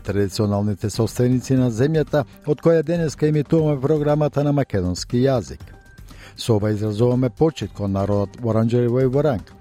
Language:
Macedonian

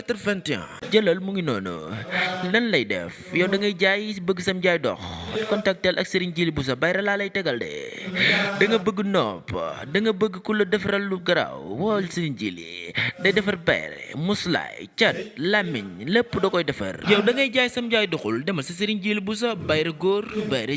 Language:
Wolof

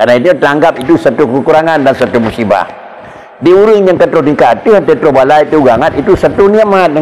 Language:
Achinese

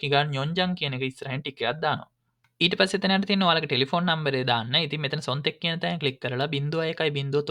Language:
Sinhala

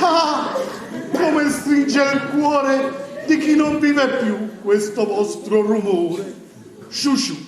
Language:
Neapolitan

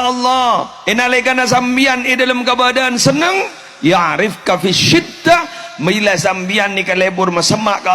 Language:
Madurese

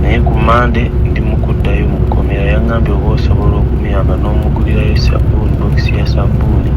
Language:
Ganda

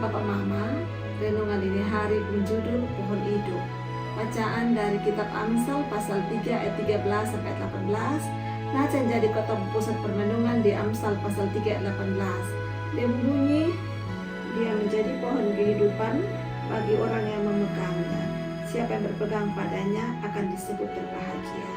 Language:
Kupang Malay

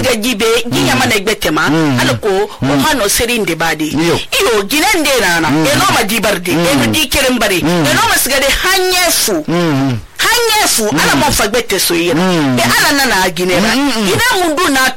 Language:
Susu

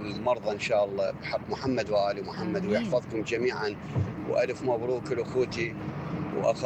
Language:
Mesopotamian Arabic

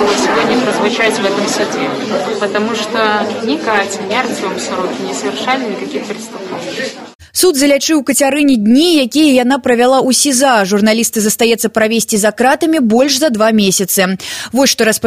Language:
Belarusian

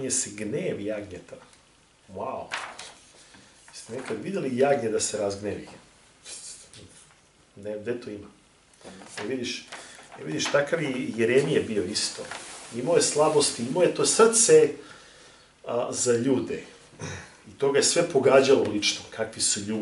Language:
Serbian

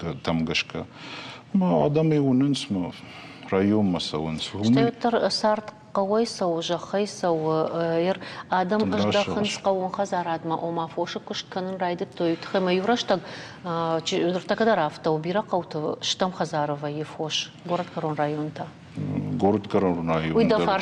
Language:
Ossetic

